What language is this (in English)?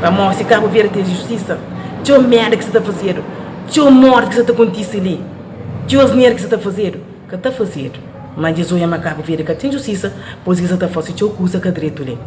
Kabuverdianu